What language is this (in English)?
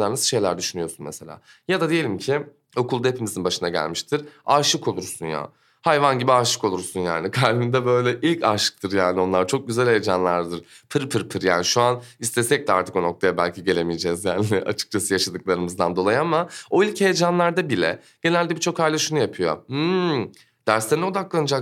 Turkish